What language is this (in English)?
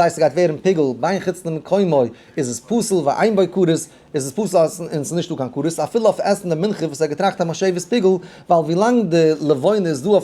Yiddish